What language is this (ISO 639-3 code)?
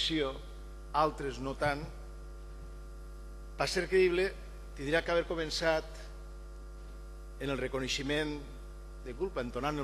cat